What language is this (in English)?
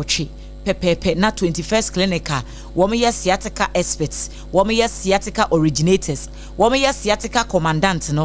Akan